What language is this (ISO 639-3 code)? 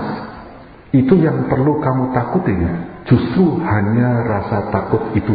ind